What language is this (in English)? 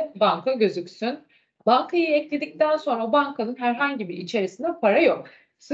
Turkish